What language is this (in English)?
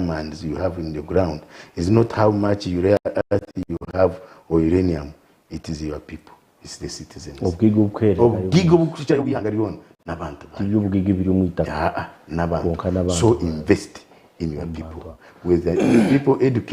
Nyankole